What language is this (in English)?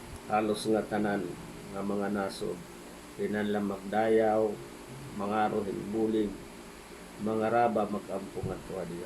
Waray